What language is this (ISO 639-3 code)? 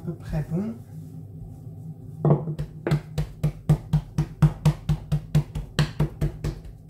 fra